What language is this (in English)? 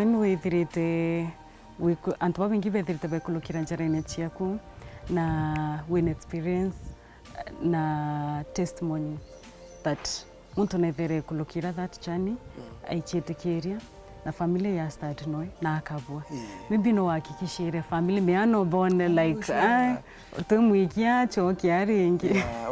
Meru